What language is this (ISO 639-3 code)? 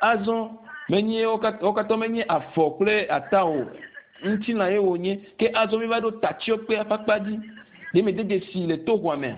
ewe